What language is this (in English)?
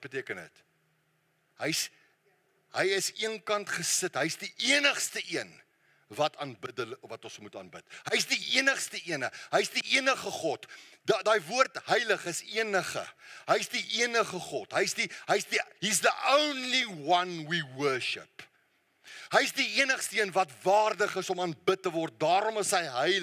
Afrikaans